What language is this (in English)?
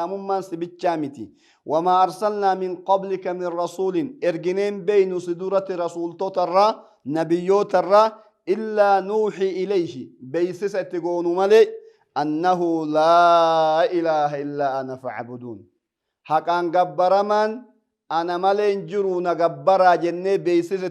Oromo